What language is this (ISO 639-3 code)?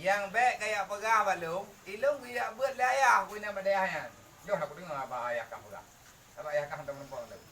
ace